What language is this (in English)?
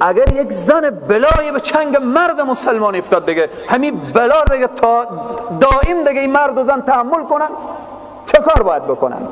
Persian